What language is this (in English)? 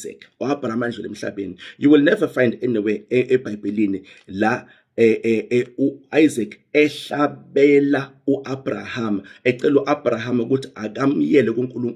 Zulu